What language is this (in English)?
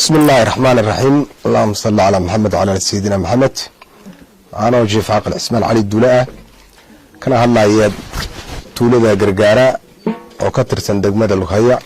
Somali